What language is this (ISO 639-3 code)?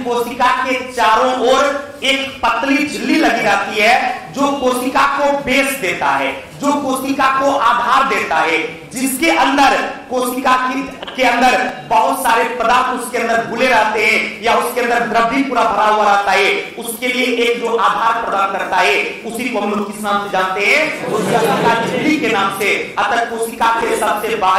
hin